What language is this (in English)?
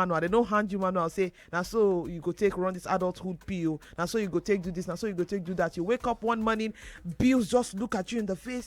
Nigerian Pidgin